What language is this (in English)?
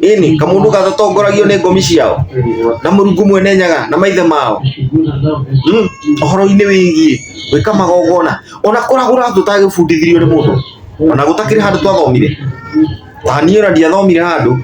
Kikuyu